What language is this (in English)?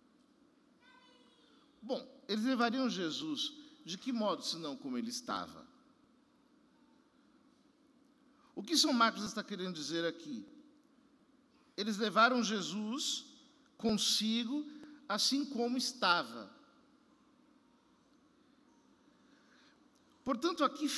Portuguese